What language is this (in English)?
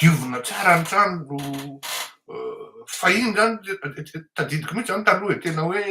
Malagasy